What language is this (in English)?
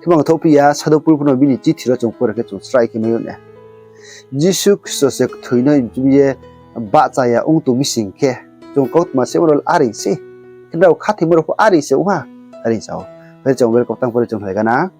Riang (India)